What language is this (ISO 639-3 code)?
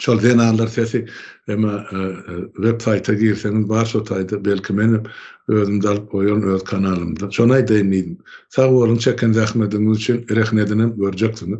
tuk